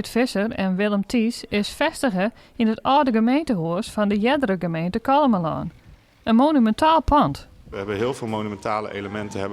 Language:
Western Frisian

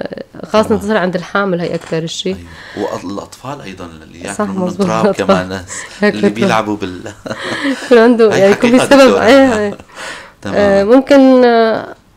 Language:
North Levantine Arabic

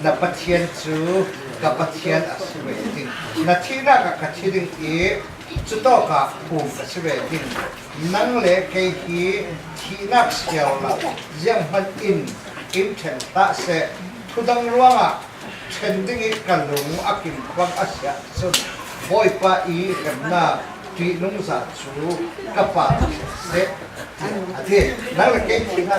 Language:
Falam Chin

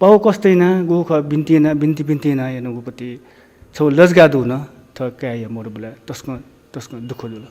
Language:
Newari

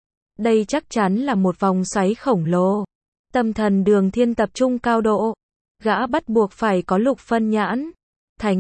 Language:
Vietnamese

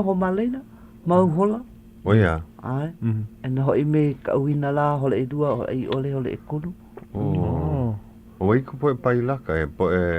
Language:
Hawaiian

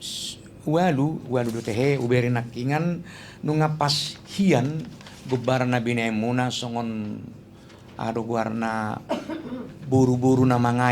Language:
Batak Toba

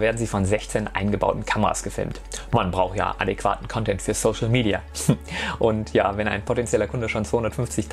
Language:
German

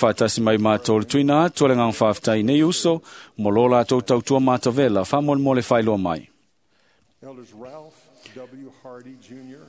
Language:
Samoan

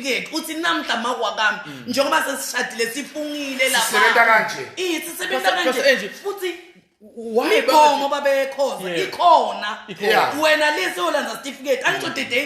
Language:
Zulu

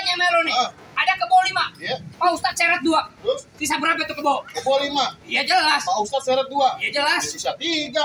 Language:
Betawi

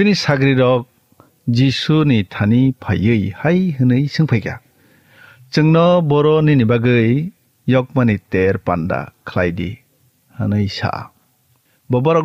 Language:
Kok Borok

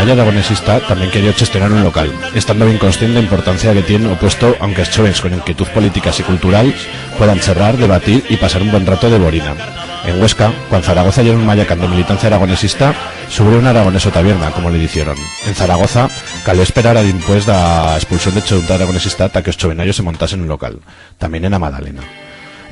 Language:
Aragonese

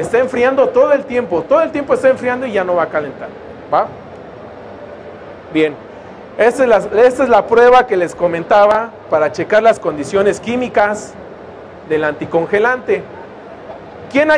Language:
Spanish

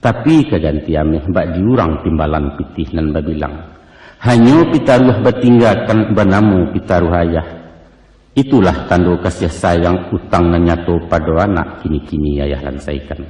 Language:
Minangkabau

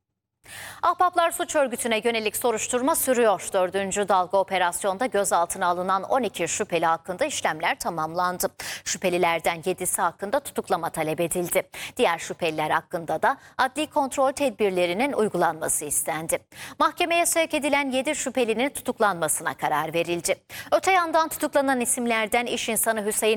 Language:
Turkish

